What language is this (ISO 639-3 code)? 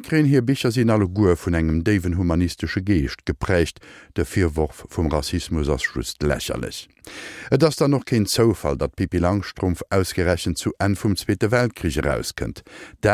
ltz